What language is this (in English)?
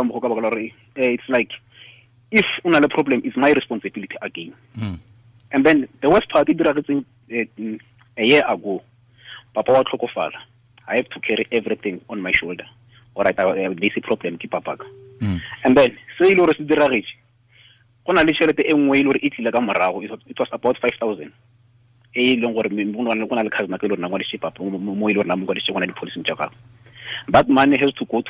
Tswana